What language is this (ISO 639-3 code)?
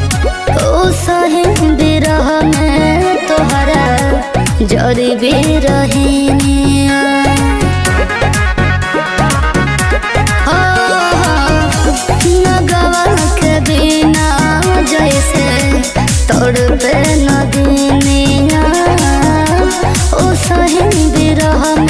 bho